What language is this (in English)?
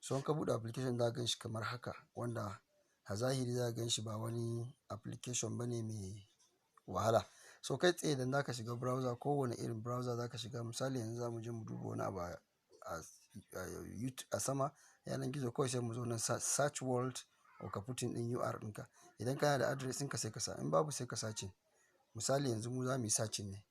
Hausa